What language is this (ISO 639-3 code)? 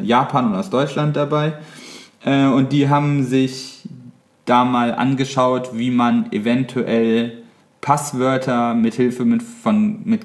deu